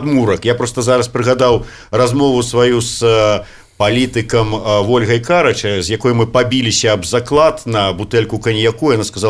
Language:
Belarusian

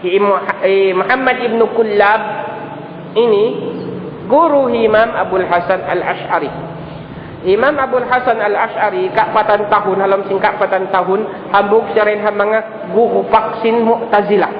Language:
Tausug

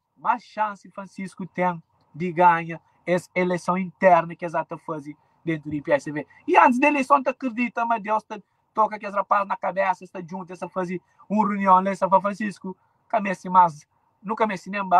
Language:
Kabuverdianu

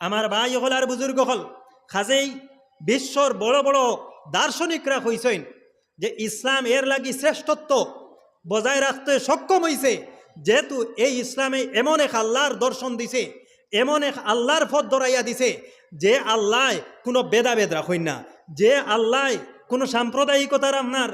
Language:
Sylheti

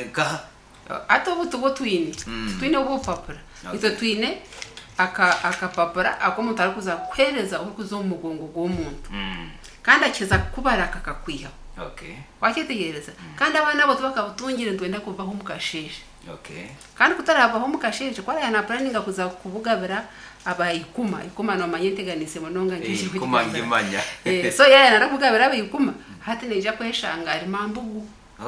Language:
Nyankole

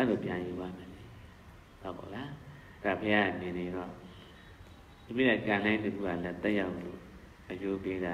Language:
Burmese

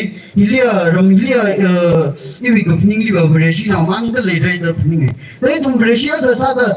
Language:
Tangkhul Naga (India)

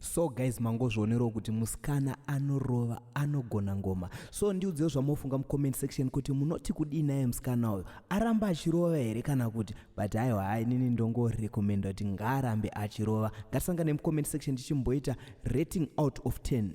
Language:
Shona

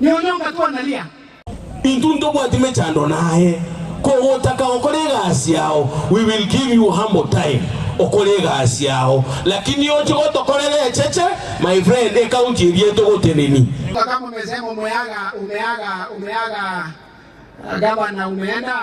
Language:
Gusii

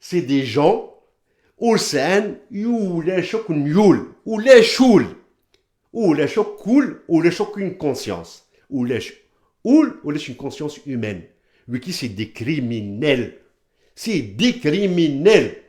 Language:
Kabyle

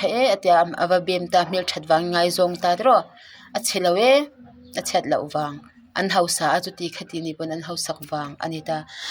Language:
Mizo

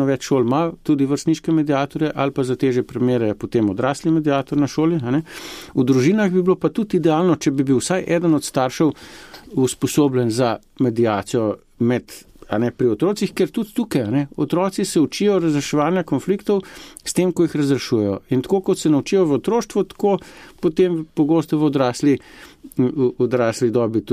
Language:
Slovenian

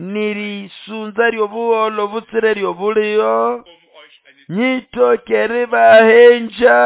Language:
Nande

